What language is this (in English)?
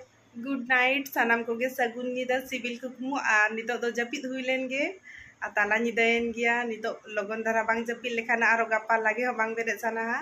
Santali